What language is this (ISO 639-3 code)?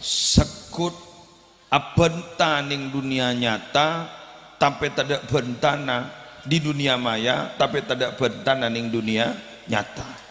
mad